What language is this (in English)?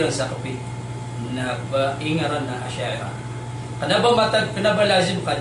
Maranao